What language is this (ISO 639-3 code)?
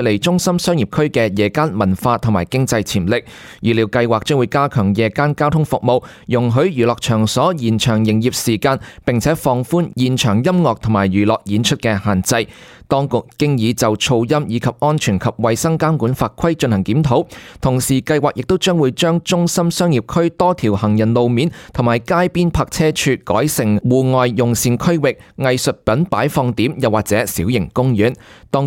yue